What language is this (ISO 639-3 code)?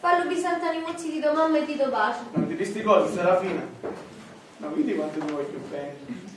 scn